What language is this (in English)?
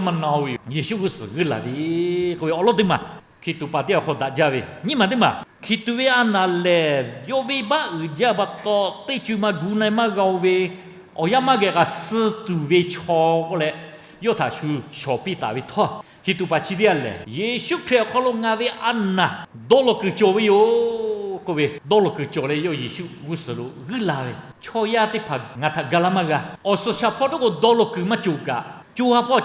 Lahu